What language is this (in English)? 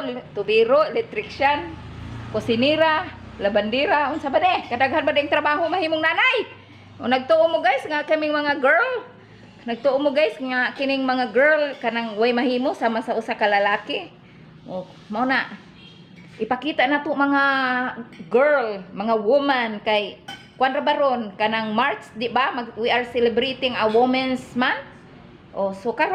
Cebuano